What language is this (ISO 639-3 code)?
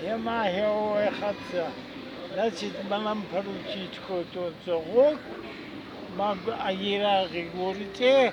oss